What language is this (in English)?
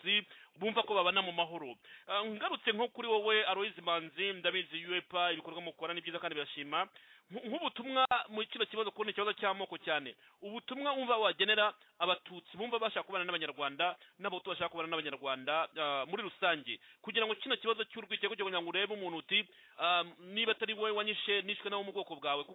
Kinyarwanda